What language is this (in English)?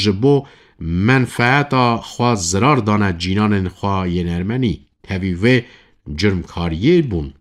Kurdish